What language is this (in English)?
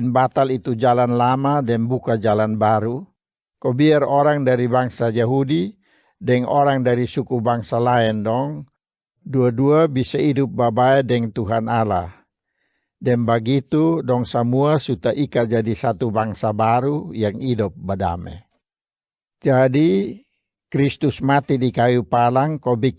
Kupang Malay